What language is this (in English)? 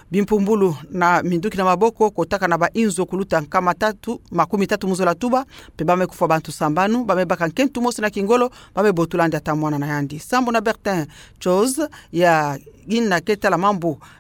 Kituba (Democratic Republic of Congo)